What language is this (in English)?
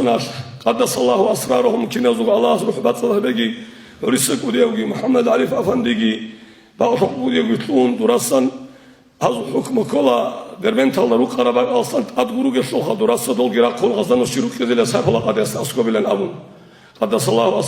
Avaric